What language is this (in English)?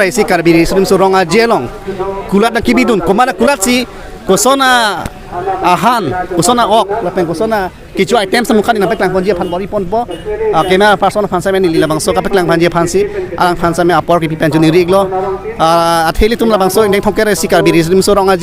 Karbi